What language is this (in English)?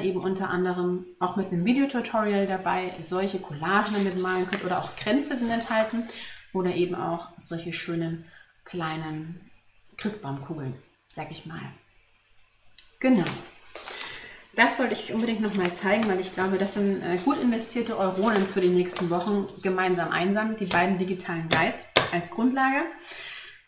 German